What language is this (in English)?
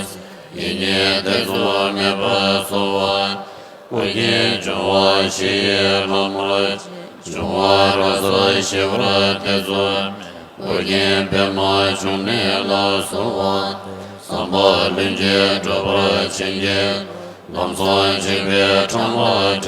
Tibetan